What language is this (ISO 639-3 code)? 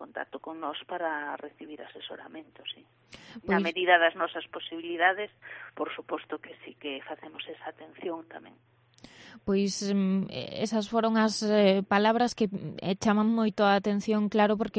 glg